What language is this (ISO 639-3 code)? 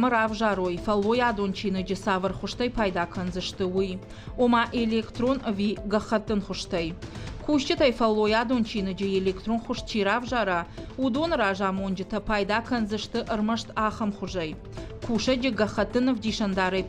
oss